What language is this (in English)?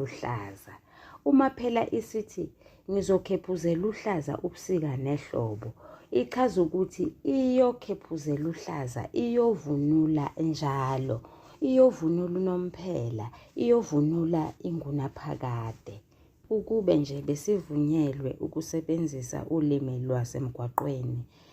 Zulu